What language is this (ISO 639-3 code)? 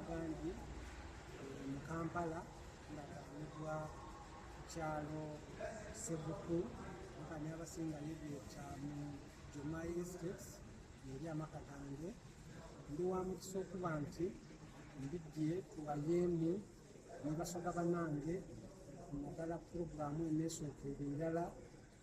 xog